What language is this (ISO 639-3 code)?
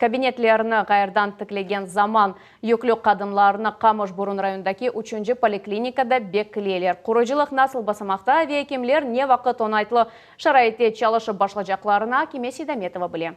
crh